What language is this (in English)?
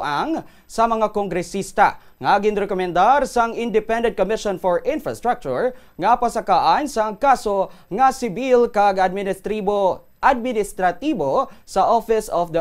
Hiligaynon